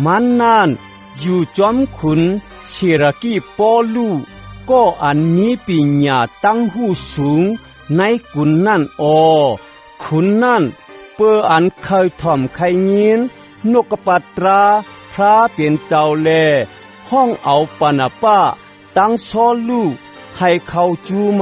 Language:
Shan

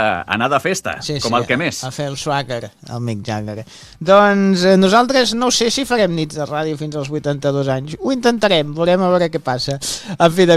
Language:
Catalan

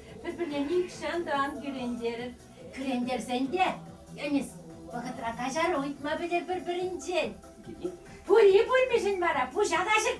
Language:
Chuvash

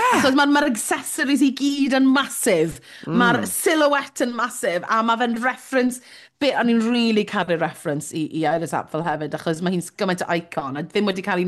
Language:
Welsh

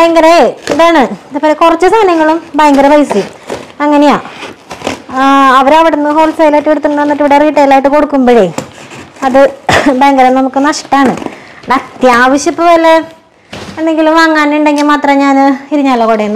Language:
Malayalam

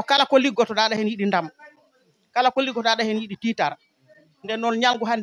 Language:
Fula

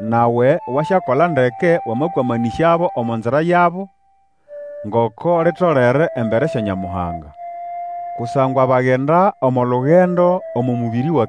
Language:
Nande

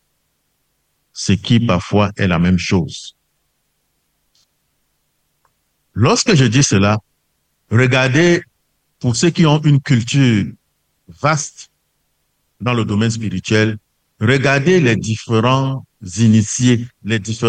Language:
French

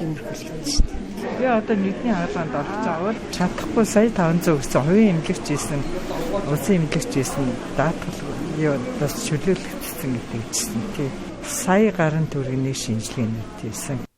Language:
Mongolian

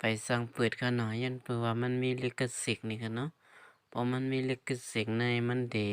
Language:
Shan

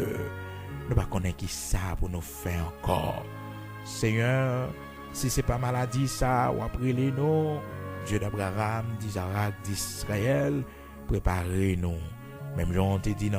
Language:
Haitian Creole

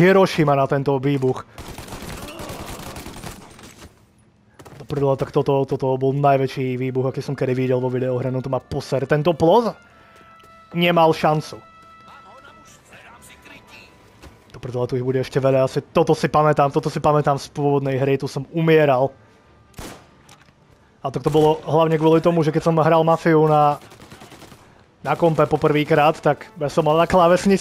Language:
Slovak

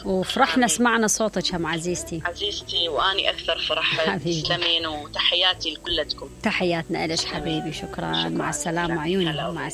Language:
Mesopotamian Arabic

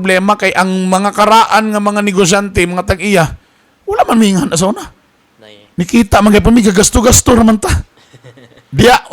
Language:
Cebuano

